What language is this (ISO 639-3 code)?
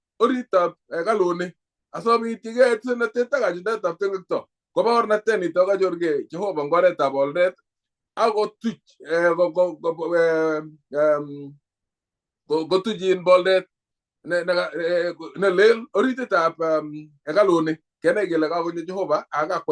kln